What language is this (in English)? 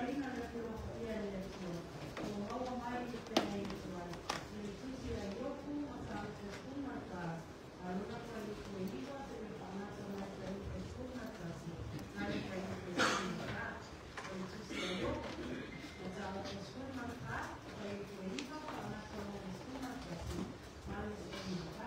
Samoan